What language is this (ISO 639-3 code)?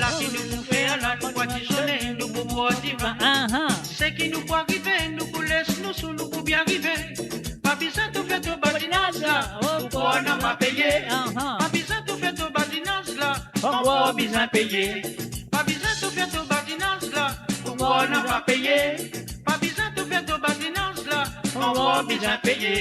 mfe